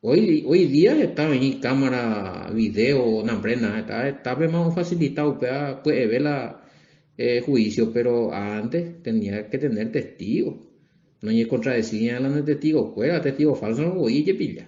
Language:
Guarani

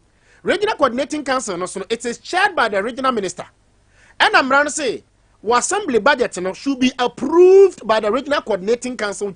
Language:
Akan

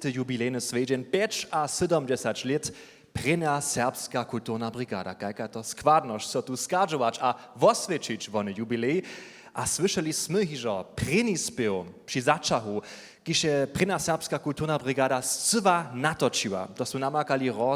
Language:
Upper Sorbian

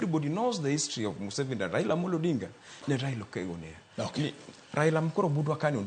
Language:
Luo (Kenya and Tanzania)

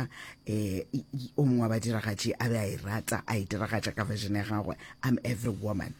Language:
Northern Sotho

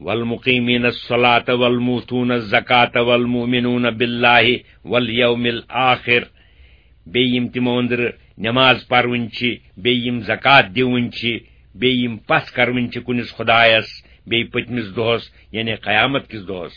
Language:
Kashmiri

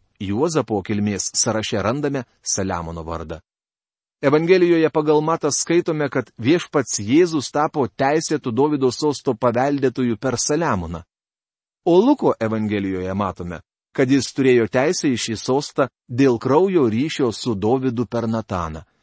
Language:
Lithuanian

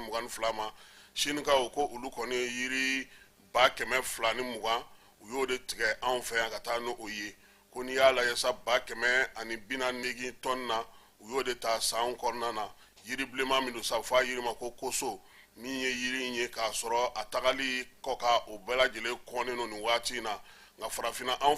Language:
Bambara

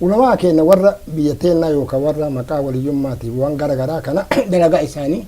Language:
Oromo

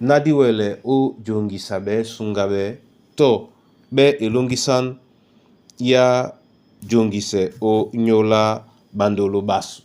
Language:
Duala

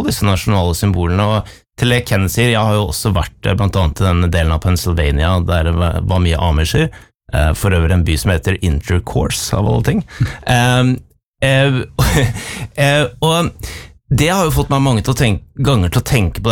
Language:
Norwegian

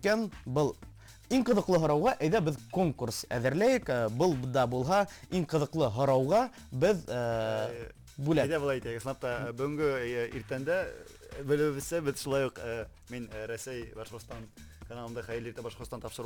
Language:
Bashkir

